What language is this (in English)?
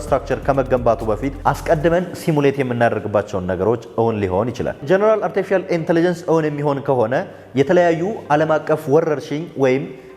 Amharic